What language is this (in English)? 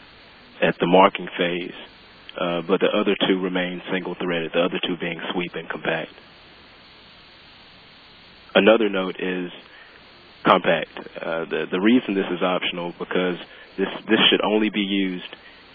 English